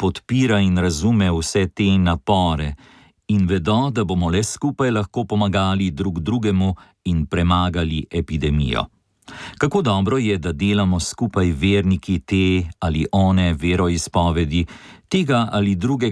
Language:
Slovenian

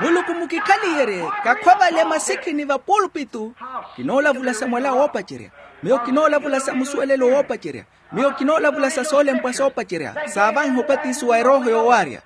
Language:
Makhuwa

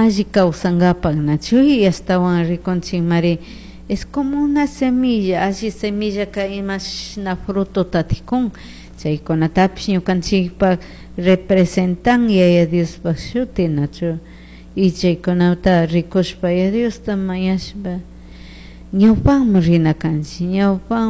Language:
Chimborazo Highland Quichua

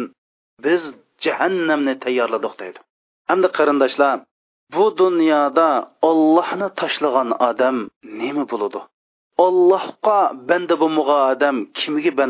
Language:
Uyghur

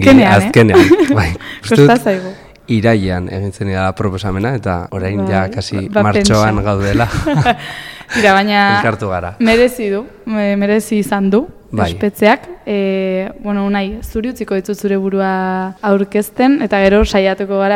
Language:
Basque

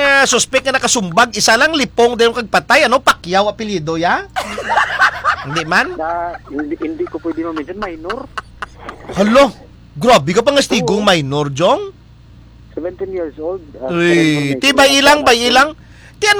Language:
Hiligaynon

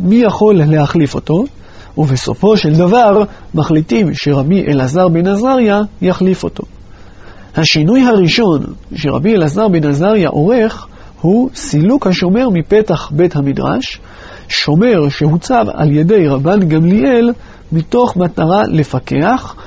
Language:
Hebrew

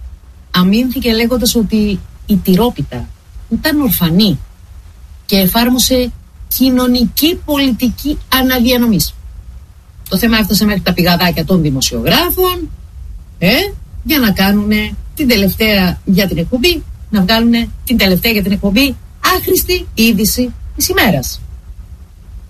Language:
Greek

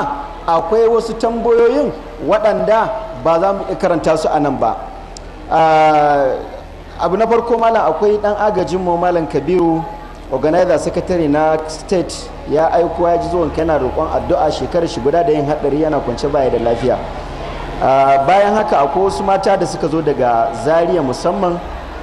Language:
Hausa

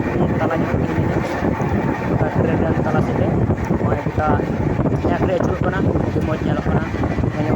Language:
Santali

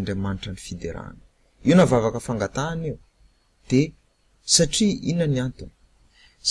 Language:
Malagasy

